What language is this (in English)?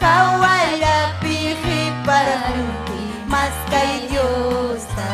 Ayacucho Quechua